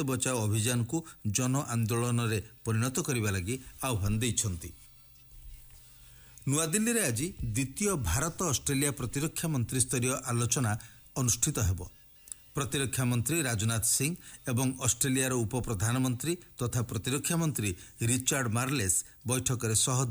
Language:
Odia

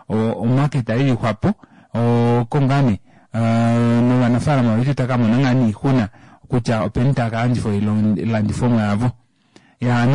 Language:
Kuanyama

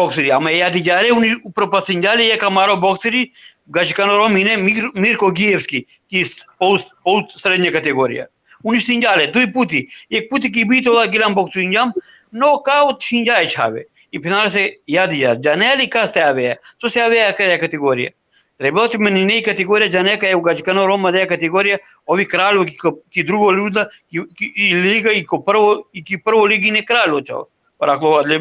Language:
Balkan Romani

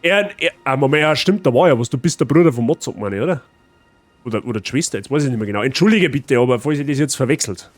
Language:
Bavarian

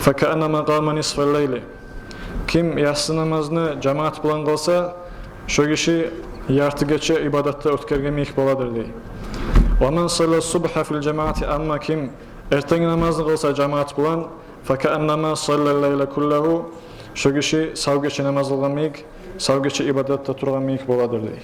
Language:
Kumyk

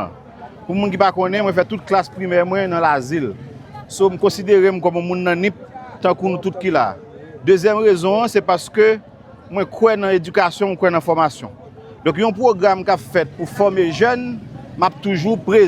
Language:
Haitian Creole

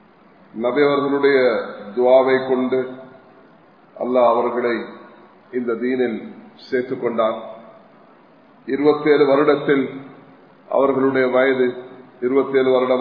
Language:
Tamil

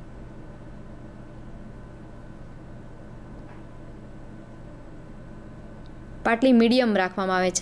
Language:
Gujarati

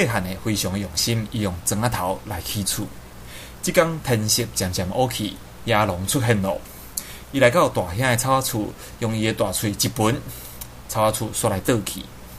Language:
Min Nan Chinese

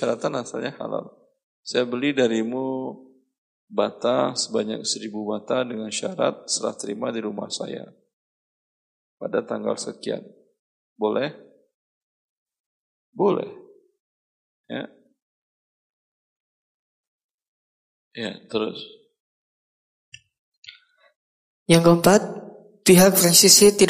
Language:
Indonesian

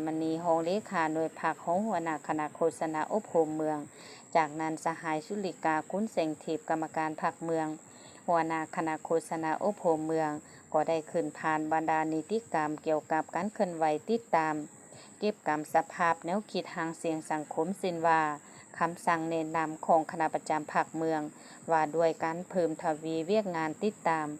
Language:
Lao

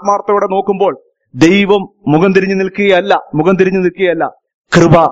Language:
Malayalam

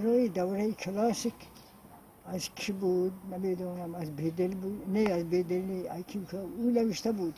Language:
Tajik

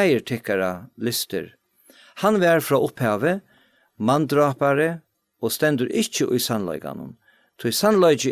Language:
Faroese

